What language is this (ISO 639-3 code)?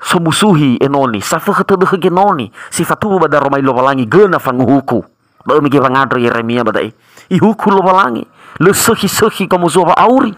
nia